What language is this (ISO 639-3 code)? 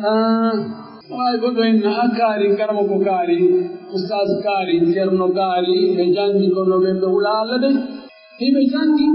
fuf